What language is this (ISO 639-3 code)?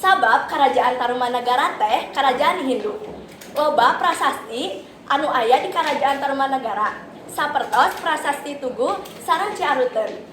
sun